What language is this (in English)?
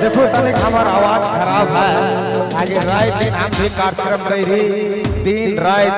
Sadri